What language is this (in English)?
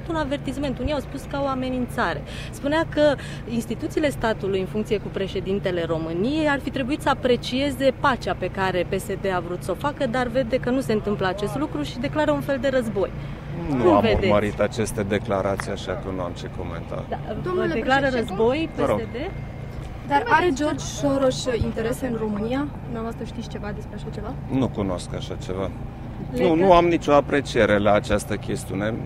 Romanian